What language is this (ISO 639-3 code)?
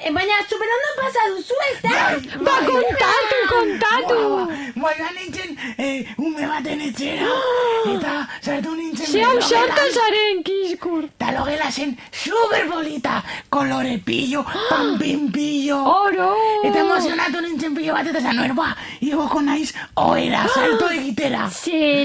eus